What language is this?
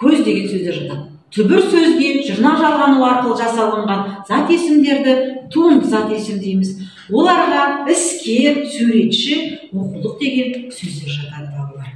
Kazakh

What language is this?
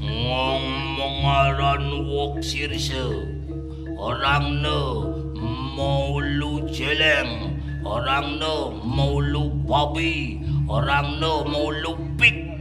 Balinese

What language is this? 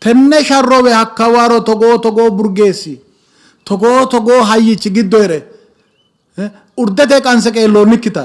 Sidamo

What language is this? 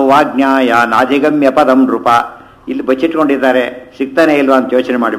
Kannada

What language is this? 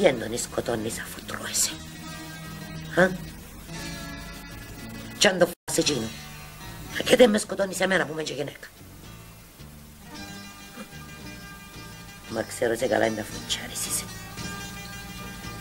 Greek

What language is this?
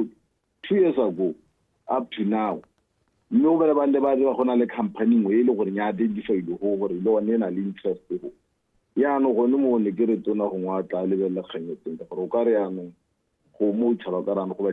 Tswana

